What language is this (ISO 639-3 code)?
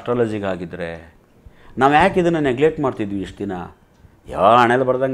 kan